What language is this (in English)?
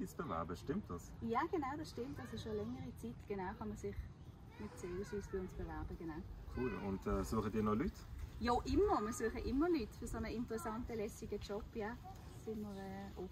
Swiss German